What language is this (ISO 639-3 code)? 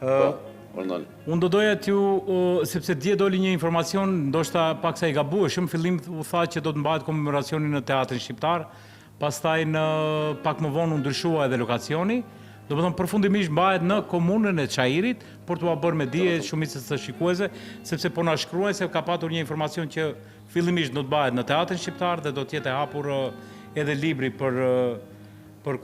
sqi